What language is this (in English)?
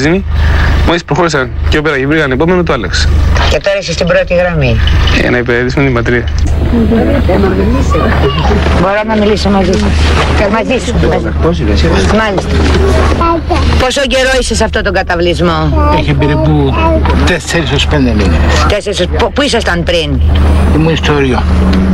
Greek